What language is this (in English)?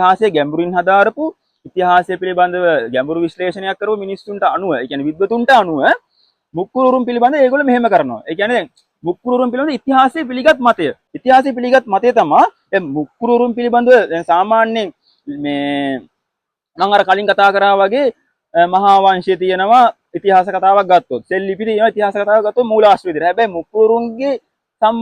Sinhala